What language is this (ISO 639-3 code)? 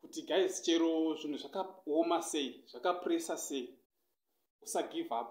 sna